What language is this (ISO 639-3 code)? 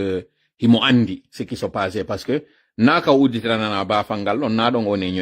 fuf